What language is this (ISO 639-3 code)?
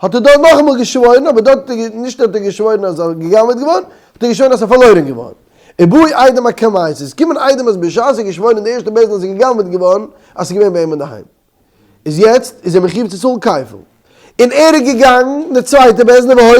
yid